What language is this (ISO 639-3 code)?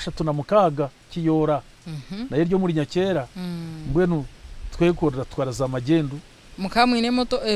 nyn